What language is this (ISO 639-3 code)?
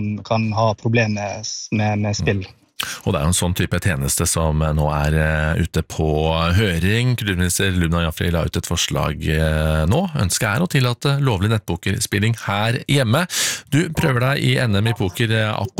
nor